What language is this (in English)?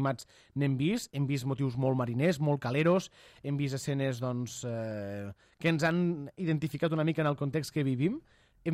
Catalan